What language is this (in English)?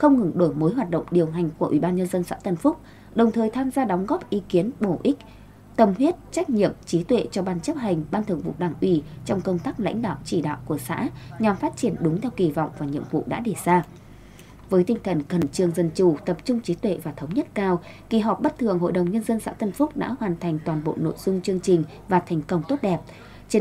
Vietnamese